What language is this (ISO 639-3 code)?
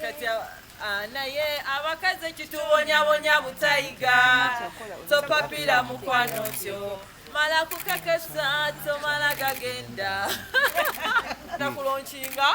lug